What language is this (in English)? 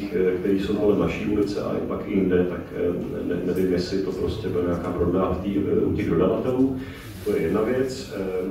Czech